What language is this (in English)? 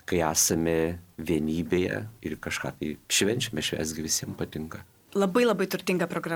Lithuanian